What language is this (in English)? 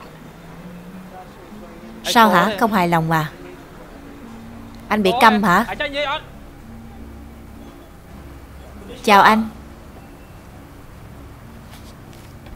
Vietnamese